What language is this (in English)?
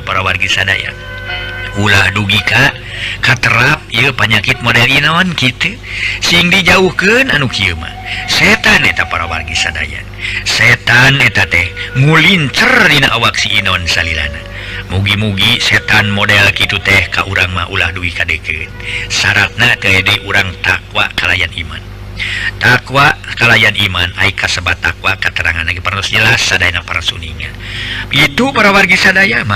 Sundanese